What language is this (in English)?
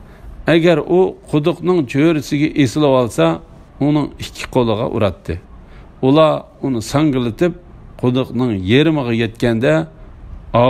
Uyghur